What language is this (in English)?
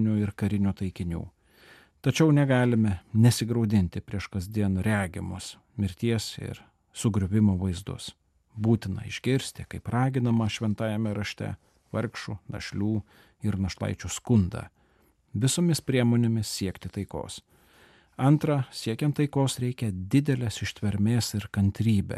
Lithuanian